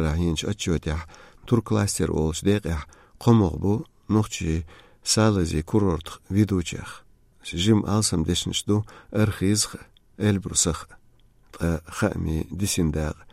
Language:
Chechen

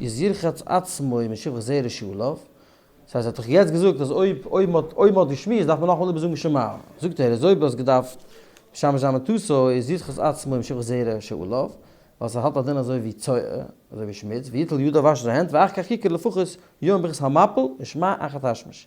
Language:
Yiddish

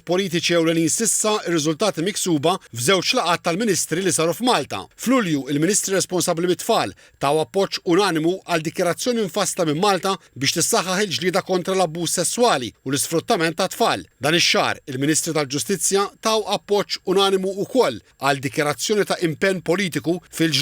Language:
Maltese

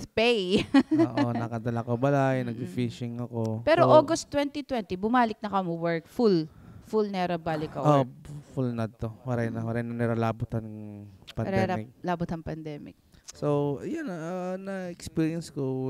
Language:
Waray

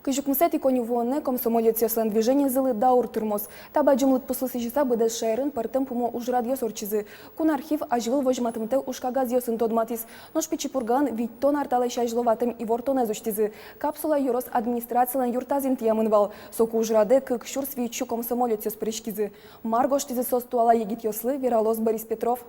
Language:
Udmurt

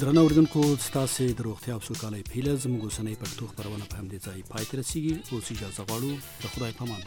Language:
Pashto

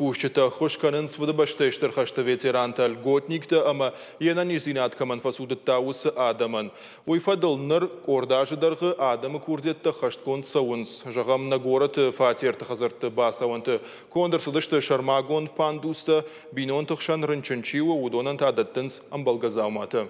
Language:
Ossetic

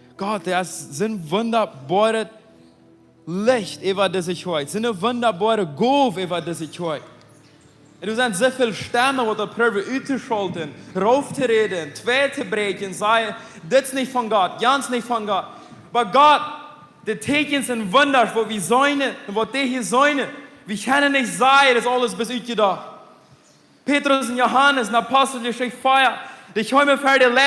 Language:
Plautdietsch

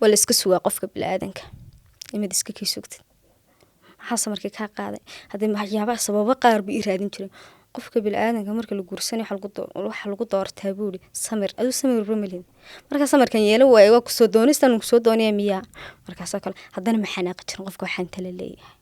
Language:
Somali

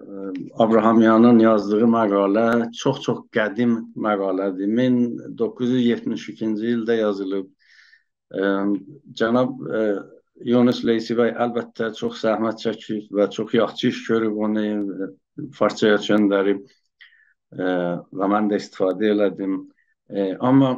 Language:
South Azerbaijani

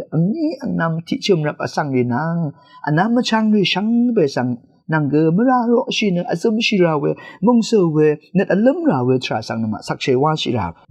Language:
Rawang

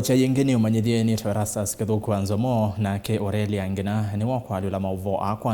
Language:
Kamba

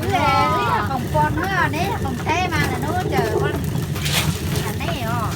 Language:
Hmong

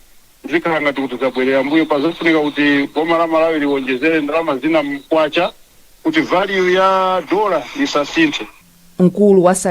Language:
Nyanja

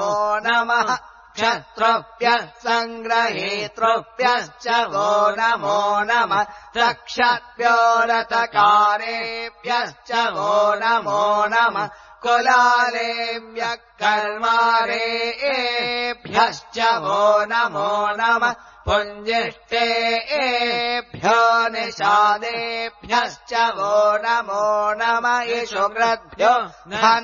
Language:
Sanskrit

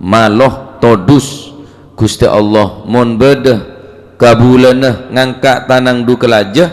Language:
Madurese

